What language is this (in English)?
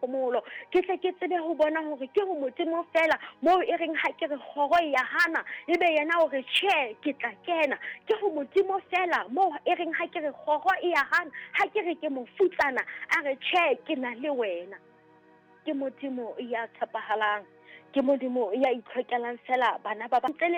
Southern Sotho